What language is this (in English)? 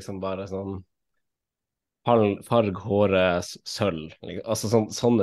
Norwegian